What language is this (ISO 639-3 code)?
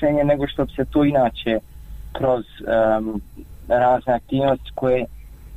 bos